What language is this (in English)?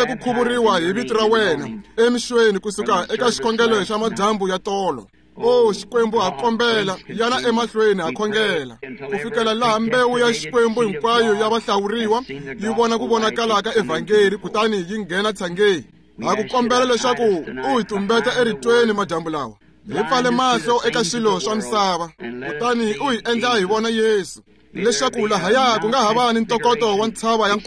Tsonga